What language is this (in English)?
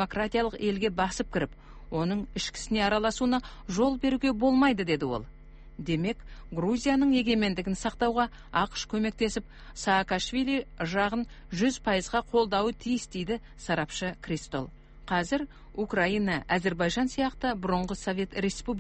Kazakh